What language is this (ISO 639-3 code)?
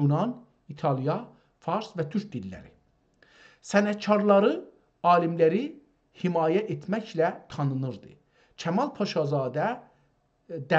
azb